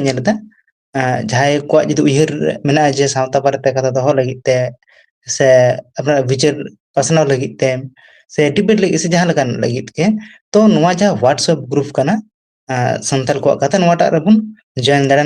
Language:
Santali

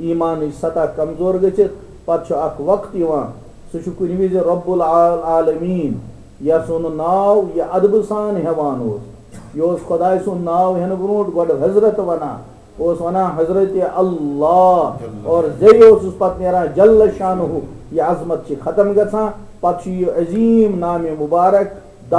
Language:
Kashmiri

